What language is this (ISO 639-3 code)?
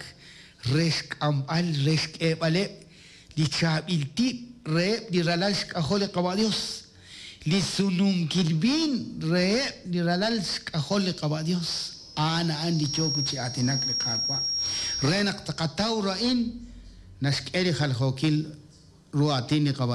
kek